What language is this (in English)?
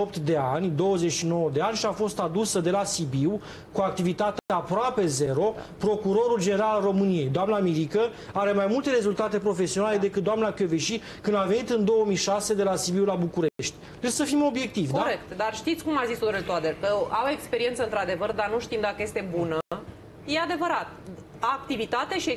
Romanian